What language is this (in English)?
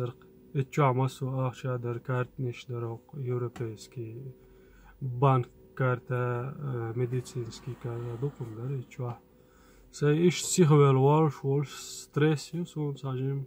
Chechen